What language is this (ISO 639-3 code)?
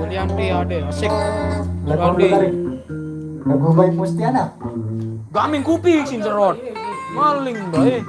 sas